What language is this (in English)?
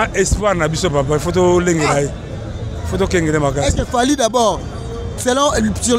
Lingala